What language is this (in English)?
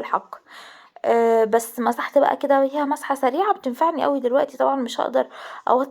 Egyptian Arabic